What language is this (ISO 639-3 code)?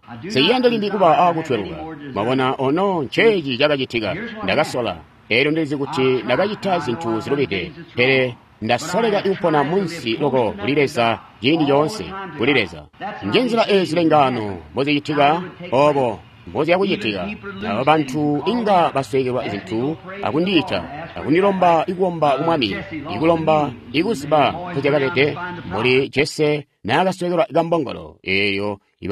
toi